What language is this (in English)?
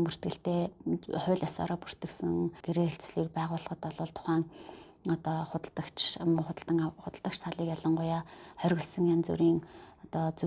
Mongolian